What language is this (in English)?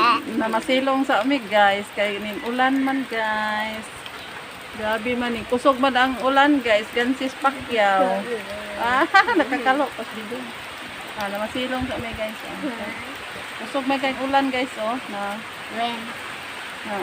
Cebuano